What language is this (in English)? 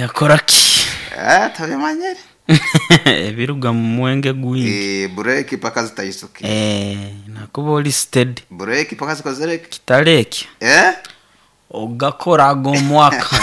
Nyoro